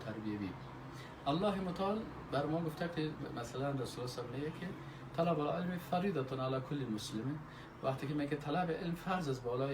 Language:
Persian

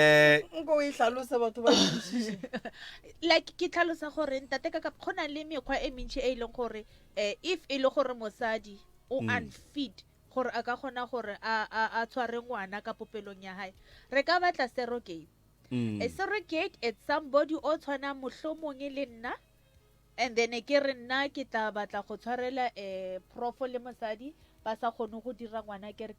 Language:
Northern Sotho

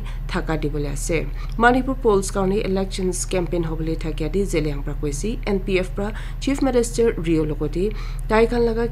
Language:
Naga Pidgin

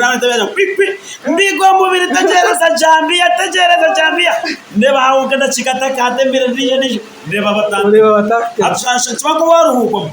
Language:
Nyankole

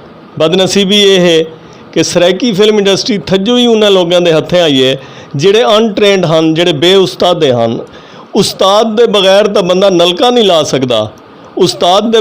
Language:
Saraiki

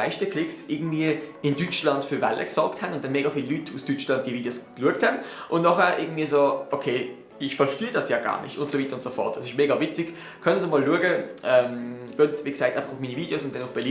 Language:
Swiss German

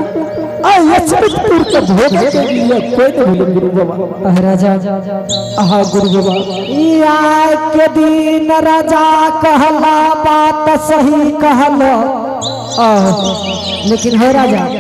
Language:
Angika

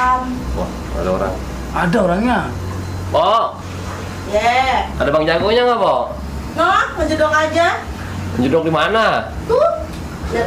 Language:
Betawi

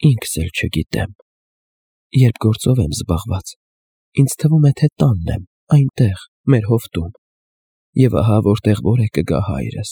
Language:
Armenian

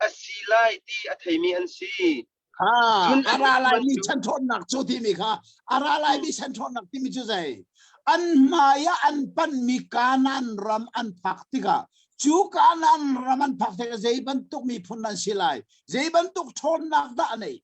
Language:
Hakha Chin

